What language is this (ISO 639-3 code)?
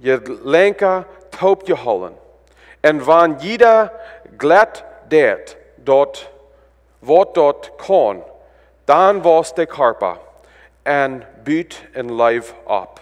pdt